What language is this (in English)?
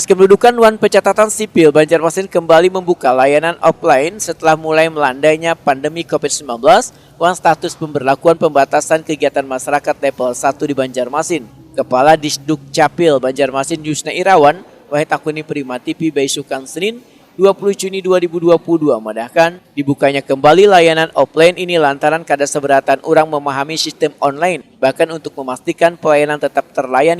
Banjar